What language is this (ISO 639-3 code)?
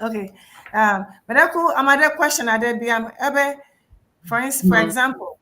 ewe